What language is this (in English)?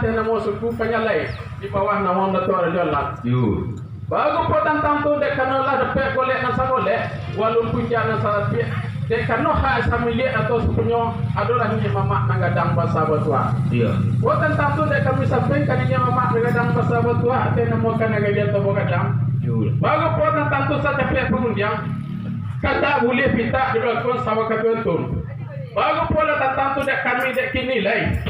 Minangkabau